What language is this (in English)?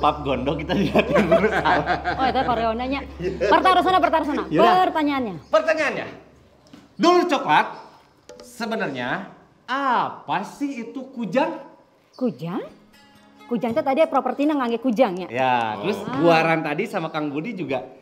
Sundanese